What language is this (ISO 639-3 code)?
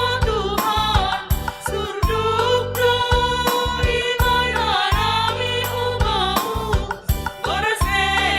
bts